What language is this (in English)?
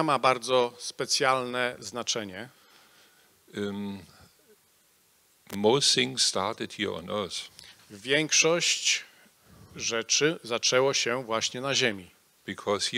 Polish